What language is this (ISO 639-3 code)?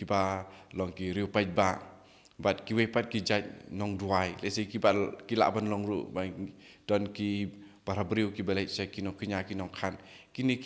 kha